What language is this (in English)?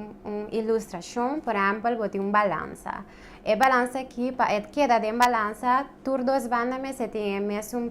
Papiamento